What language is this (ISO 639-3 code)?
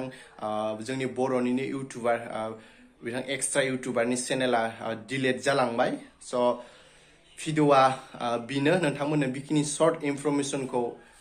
brx